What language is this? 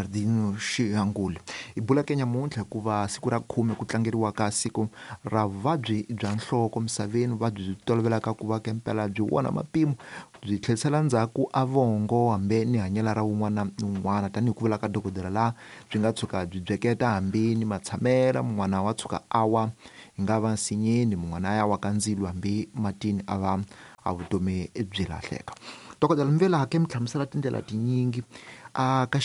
Tsonga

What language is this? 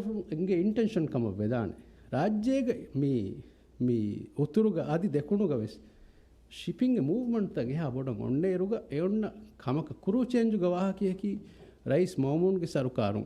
Divehi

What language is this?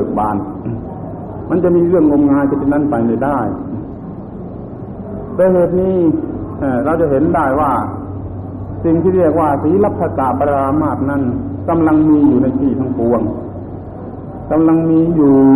Thai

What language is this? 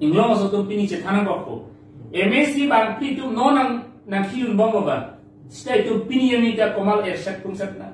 Karbi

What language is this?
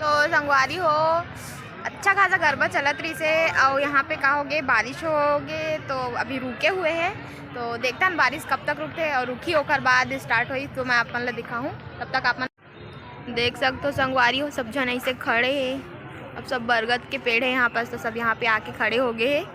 Chhattisgarhi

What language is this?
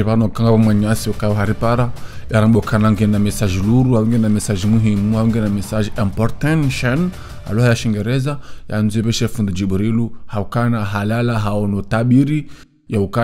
Ngazidja Comorian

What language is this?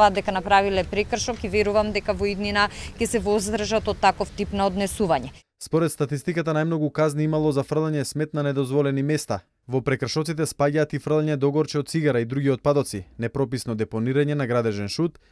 Macedonian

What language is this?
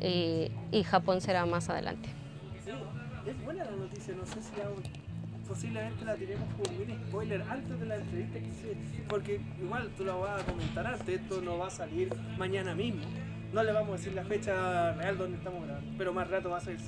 Spanish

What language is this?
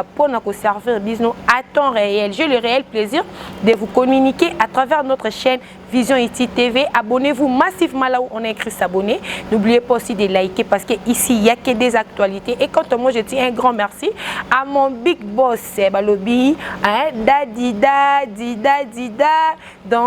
Lingala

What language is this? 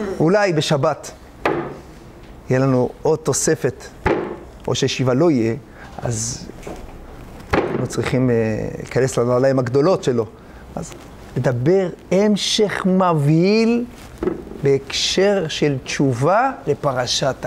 Hebrew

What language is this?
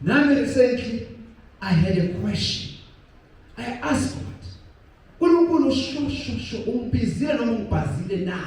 Zulu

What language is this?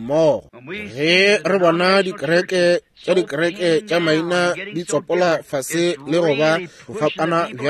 Northern Sotho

